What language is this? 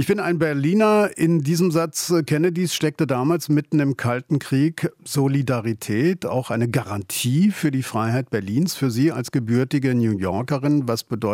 German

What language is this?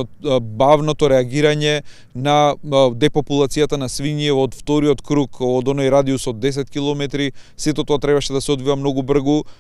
Macedonian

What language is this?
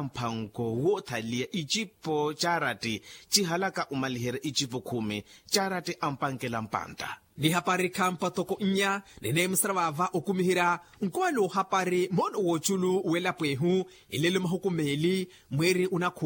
Makhuwa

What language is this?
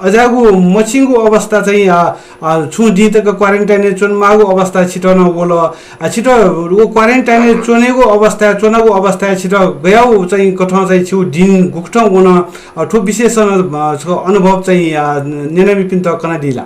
Newari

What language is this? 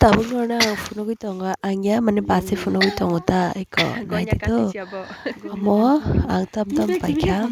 Kok Borok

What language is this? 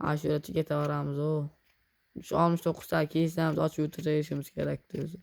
Uzbek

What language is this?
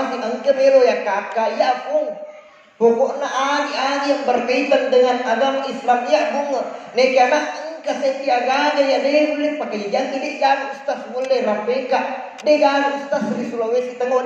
Buginese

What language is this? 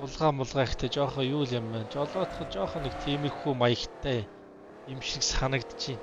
Mongolian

